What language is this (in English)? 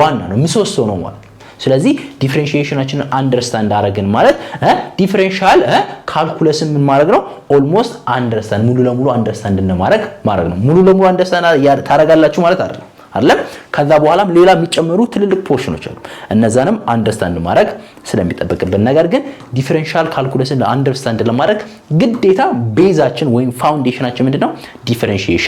Amharic